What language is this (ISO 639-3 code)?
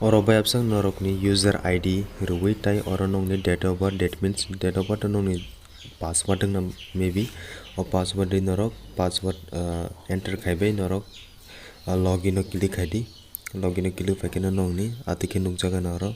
trp